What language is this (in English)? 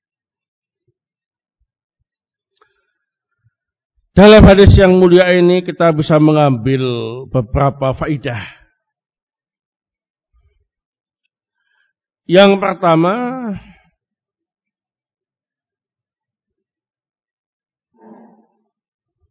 Indonesian